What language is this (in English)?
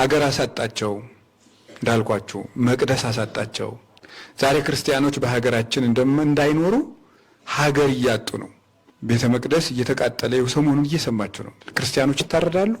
Amharic